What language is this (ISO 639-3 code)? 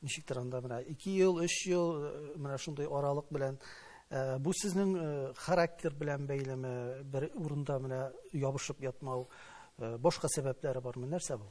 tat